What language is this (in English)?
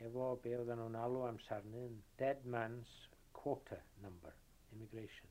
Welsh